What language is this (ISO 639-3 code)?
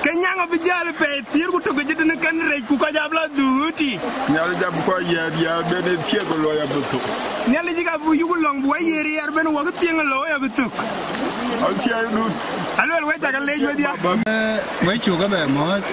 din